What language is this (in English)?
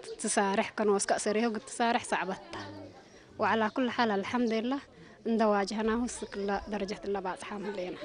Tigre